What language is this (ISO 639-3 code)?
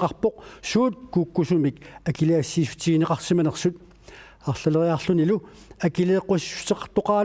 kal